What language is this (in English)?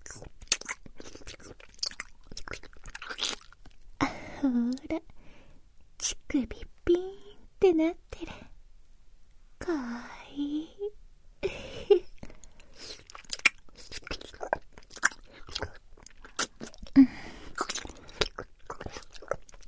Japanese